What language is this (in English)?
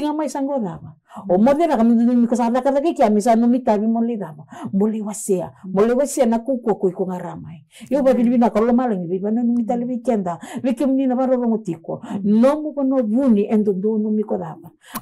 Fijian